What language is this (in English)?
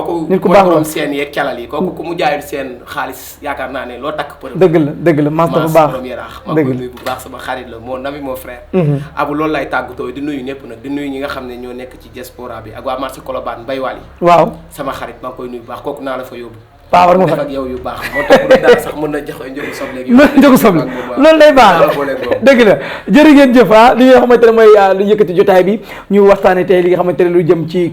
Wolof